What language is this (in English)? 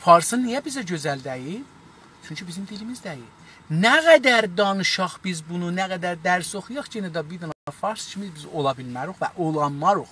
South Azerbaijani